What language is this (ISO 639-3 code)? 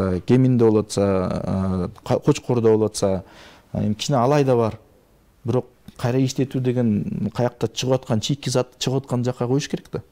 kir